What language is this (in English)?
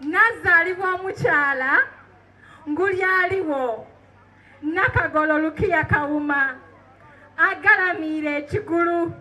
Soga